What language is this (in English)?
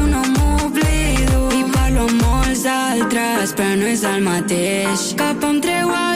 Catalan